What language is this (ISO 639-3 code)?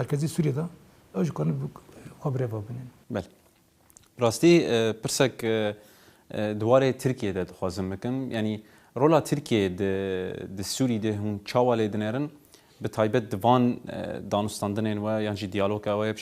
kur